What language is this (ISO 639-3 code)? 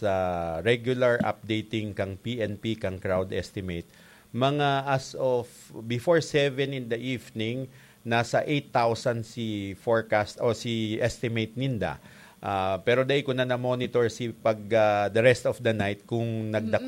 bik